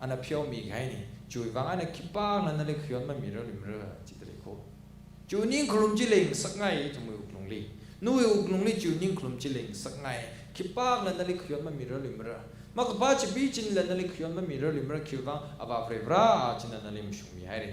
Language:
Tangkhul Naga (India)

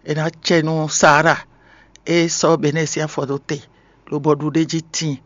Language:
Fon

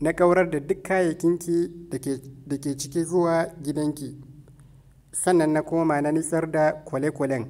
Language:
Hausa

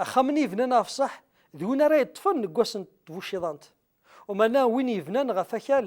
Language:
Kabyle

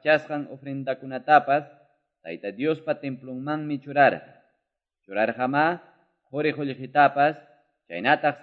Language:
Quechua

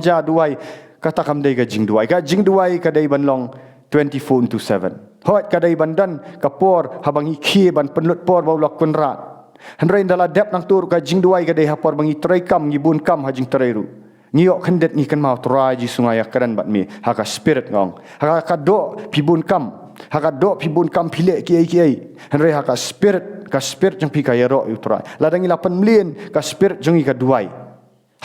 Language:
Khasi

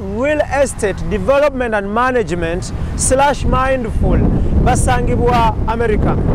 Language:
Ganda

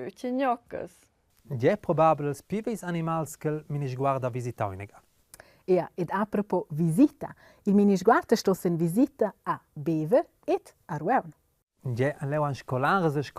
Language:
Romansh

